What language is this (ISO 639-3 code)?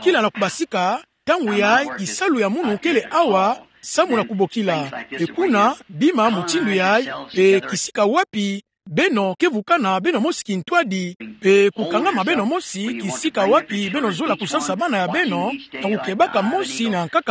ktu